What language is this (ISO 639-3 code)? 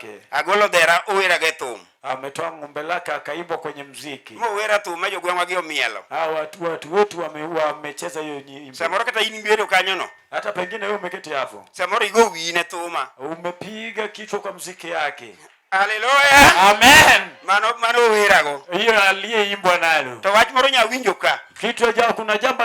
luo